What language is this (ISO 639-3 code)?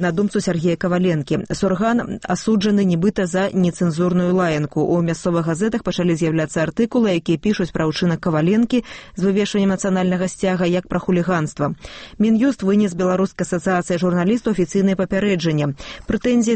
bel